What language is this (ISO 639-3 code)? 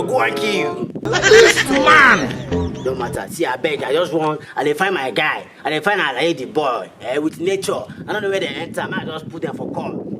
pcm